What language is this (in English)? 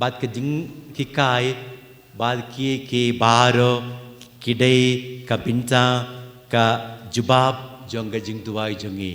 Khasi